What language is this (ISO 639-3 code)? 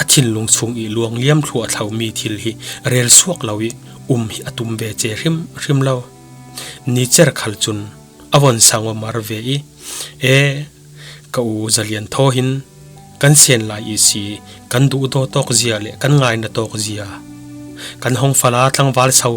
cfm